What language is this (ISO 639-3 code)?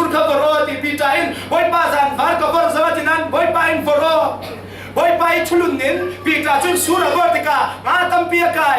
cfm